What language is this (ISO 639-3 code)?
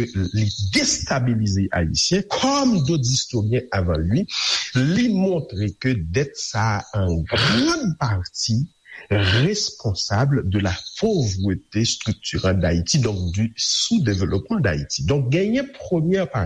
hat